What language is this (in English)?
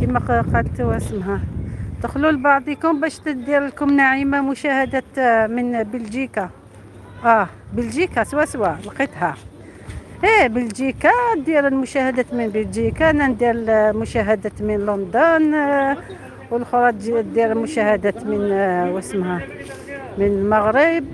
Algerian Arabic